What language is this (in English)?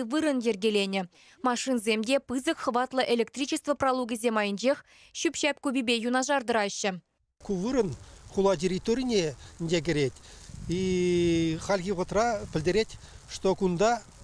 Chuvash